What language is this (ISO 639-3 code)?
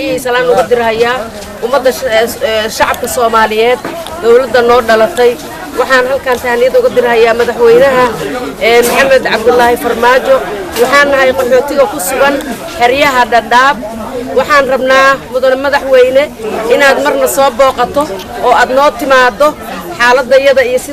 som